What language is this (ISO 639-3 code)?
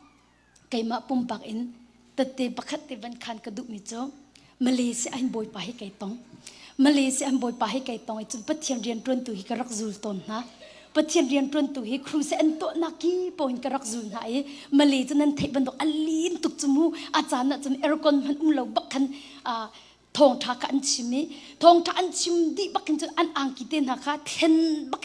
cnh